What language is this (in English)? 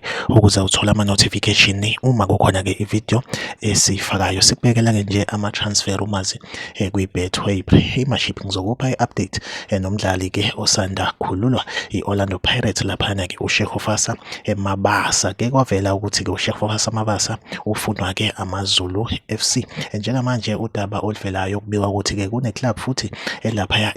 Zulu